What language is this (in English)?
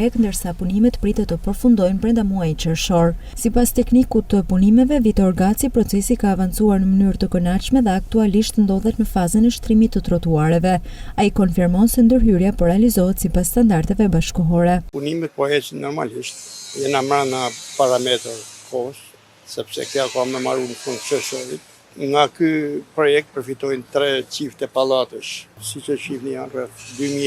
Albanian